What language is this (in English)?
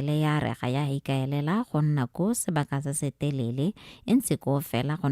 Tswana